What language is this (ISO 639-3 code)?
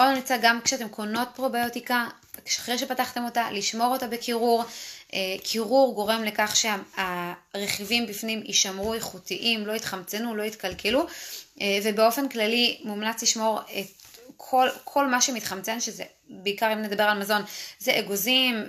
heb